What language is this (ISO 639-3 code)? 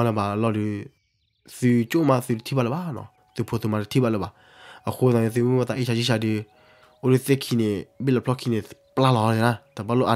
ksw